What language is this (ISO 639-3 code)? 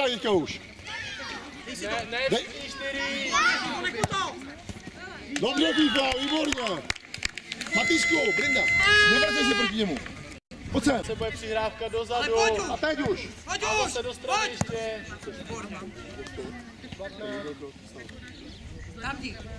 ces